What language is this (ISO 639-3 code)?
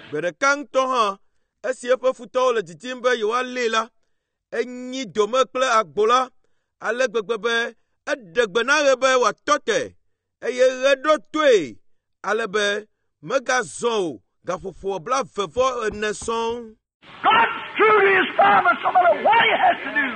ewe